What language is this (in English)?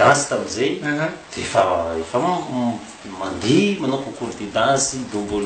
Malagasy